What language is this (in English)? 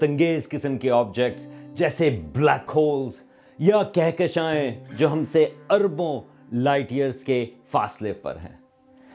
Urdu